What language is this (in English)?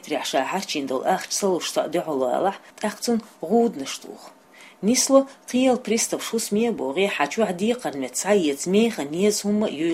Chechen